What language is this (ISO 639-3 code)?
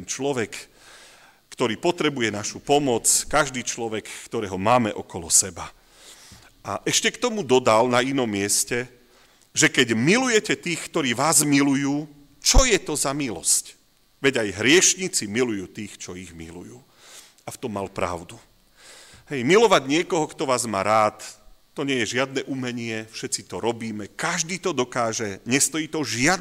slk